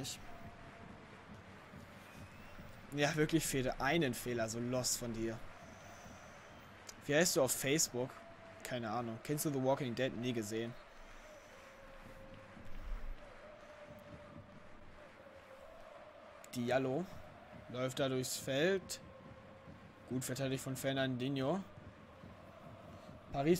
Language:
German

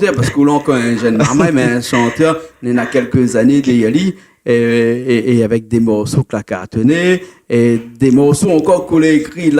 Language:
Réunion Creole French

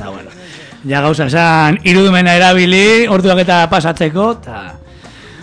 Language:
Basque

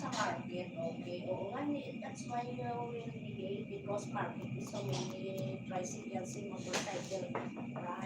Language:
Hiligaynon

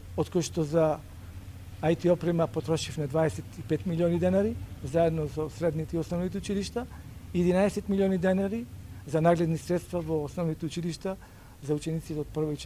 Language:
Macedonian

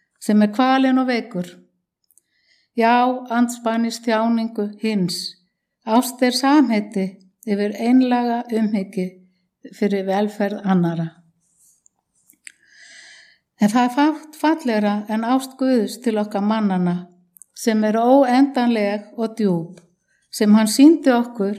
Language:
Icelandic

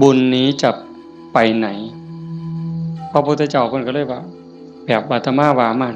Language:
Northeastern Thai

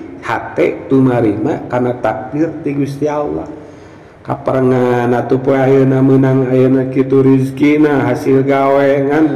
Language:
Sundanese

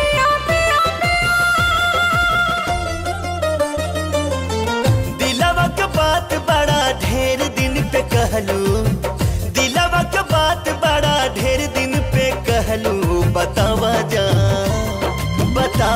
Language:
Bhojpuri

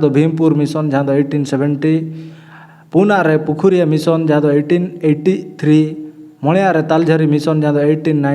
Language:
Santali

